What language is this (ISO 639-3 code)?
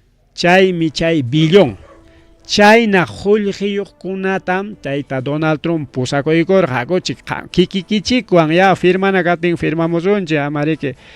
quy